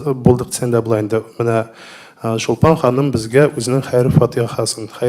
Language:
Tatar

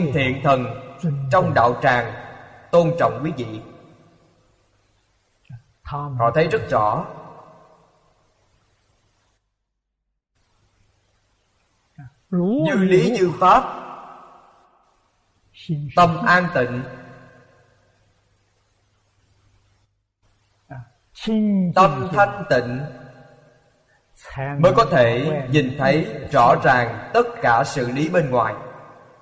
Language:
Vietnamese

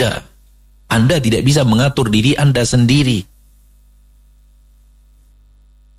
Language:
Indonesian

